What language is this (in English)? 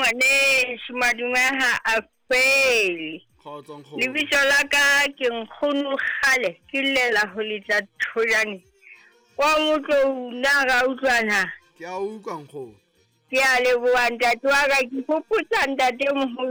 Southern Sotho